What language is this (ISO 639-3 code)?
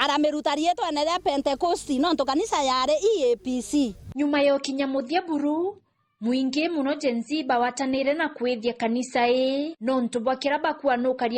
mer